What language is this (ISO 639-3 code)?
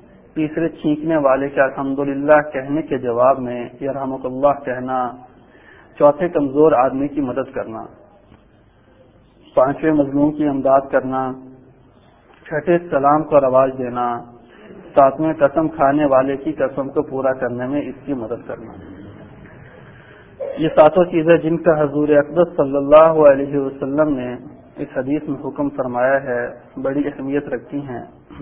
urd